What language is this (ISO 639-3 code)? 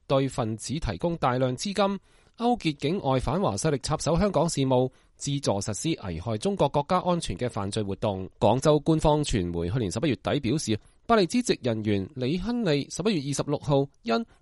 yue